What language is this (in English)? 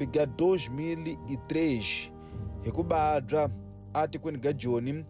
Tsonga